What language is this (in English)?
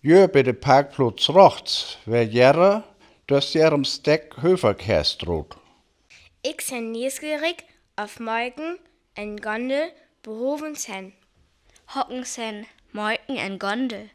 Northern Frisian